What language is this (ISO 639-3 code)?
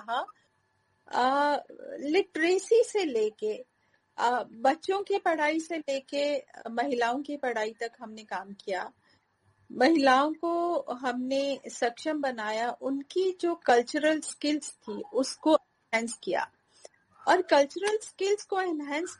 hin